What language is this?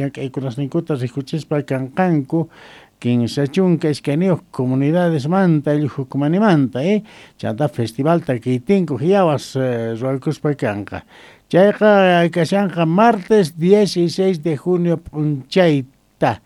South Bolivian Quechua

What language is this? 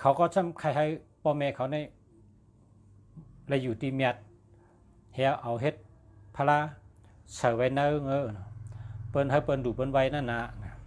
Shan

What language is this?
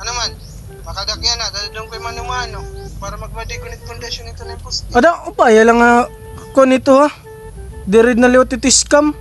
Waray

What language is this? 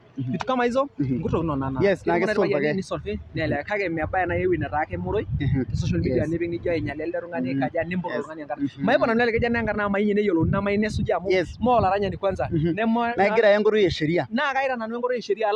Masai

